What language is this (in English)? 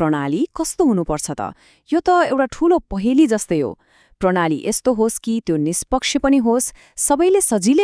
Nepali